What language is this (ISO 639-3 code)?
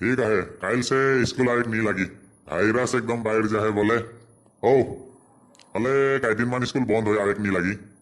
sck